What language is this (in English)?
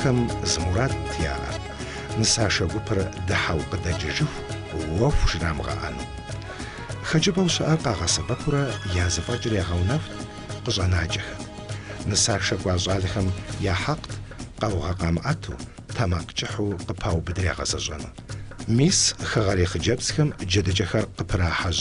Kabardian